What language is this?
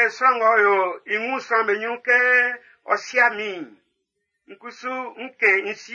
Baoulé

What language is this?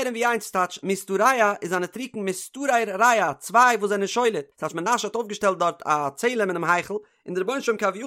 Yiddish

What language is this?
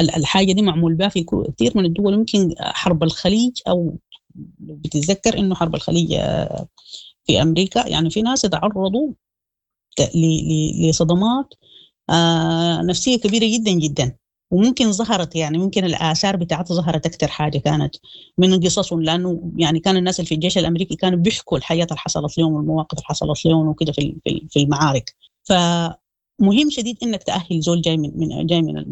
Sudanese Arabic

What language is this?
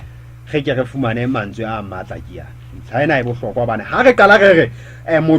Southern Sotho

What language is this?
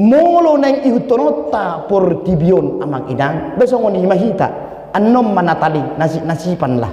Batak Toba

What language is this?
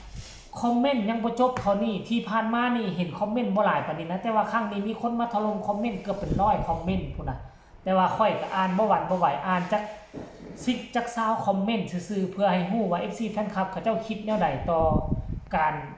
Northeastern Thai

